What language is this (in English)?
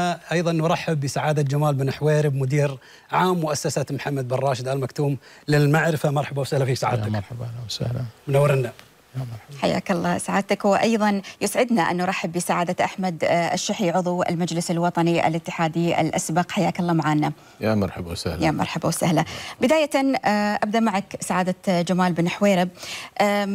Arabic